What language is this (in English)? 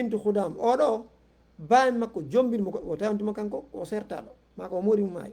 Fula